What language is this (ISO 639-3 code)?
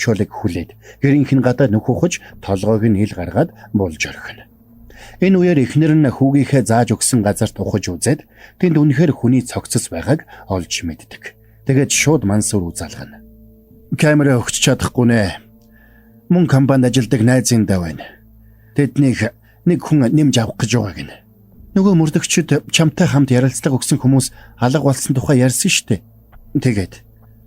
mon